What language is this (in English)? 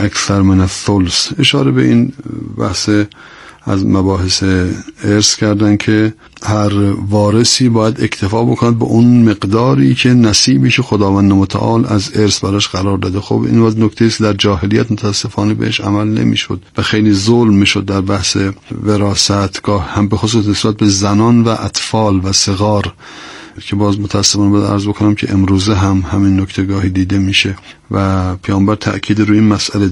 Persian